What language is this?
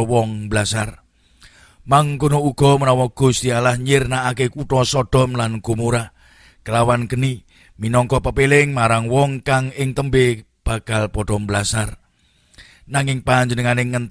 Javanese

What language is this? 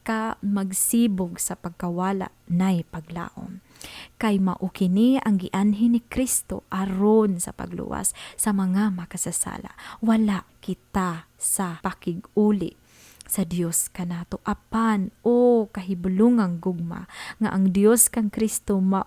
Cebuano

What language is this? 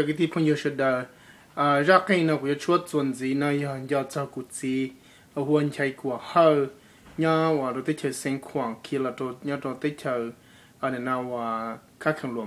Hmong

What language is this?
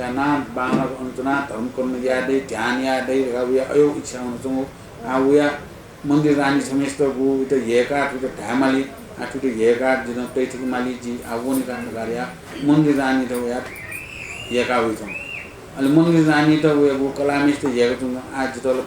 Newari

